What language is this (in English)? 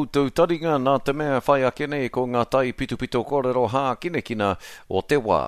Māori